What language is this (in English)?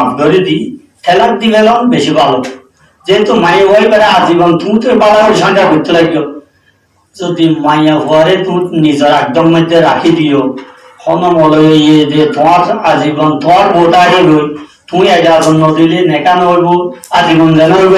Rohingya